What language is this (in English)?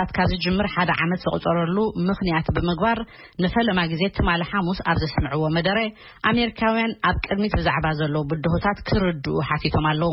Tigrinya